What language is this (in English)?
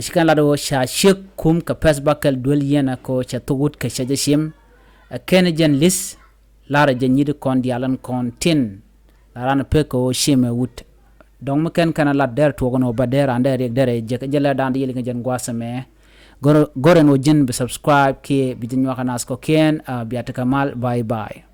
Nuer